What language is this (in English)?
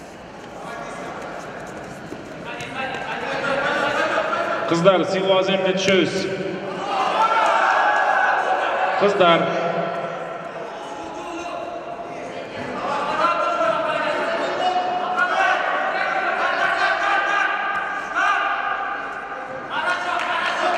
Kazakh